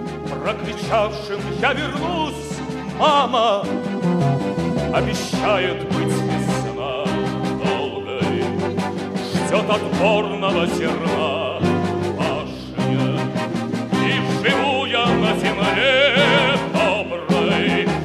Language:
Russian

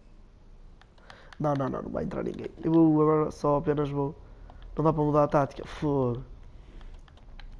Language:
Portuguese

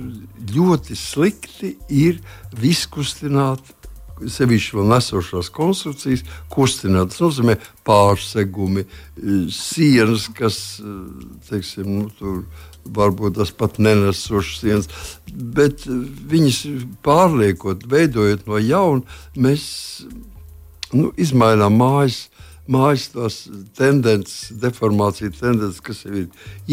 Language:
Latvian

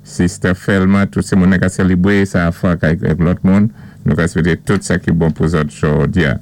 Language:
Saint Lucian Creole French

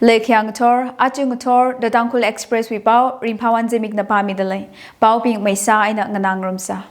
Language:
Tangkhul Naga (India)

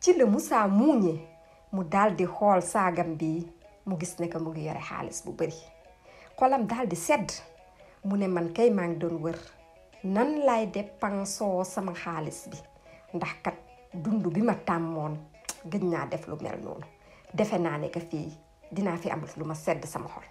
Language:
Wolof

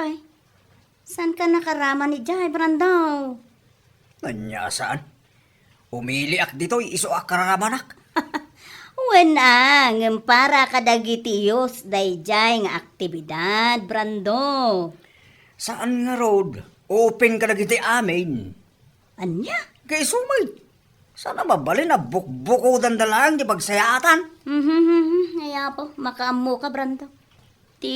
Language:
Iloko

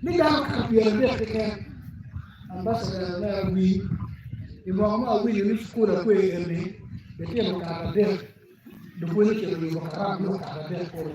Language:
Acoli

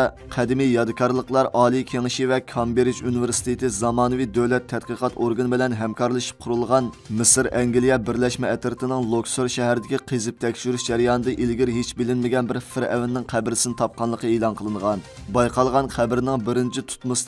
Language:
Uyghur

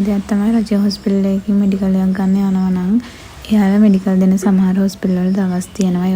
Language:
Sinhala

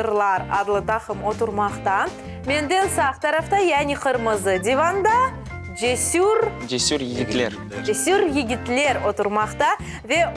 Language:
Crimean Tatar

